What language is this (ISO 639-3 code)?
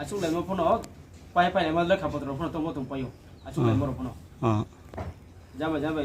ria